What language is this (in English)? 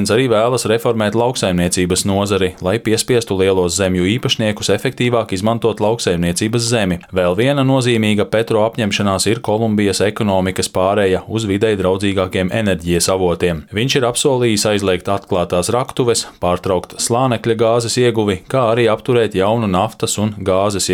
Latvian